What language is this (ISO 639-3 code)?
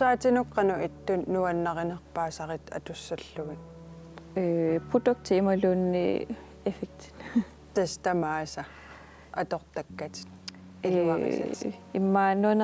kal